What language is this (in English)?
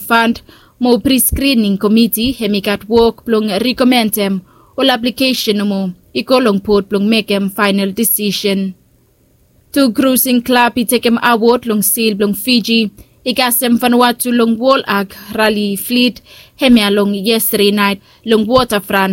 Bislama